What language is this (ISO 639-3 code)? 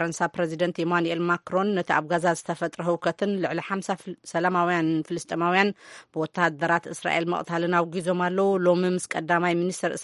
tir